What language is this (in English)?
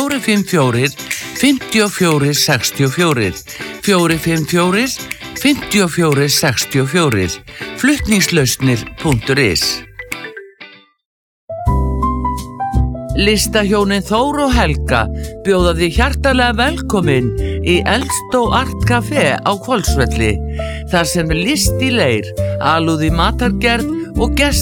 Icelandic